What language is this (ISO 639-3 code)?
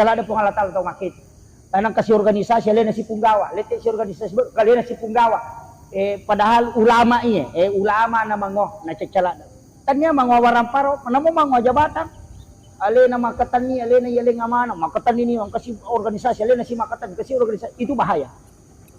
bug